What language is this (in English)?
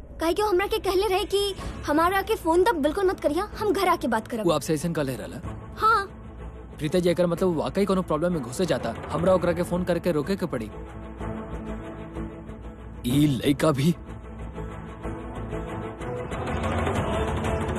Bhojpuri